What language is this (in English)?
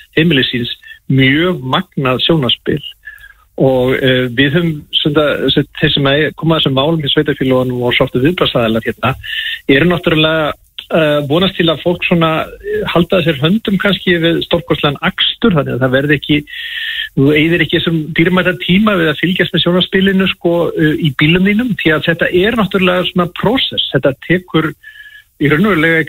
Icelandic